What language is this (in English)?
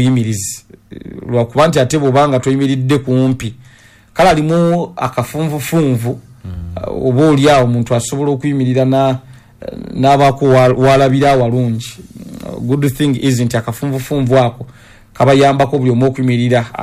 Ganda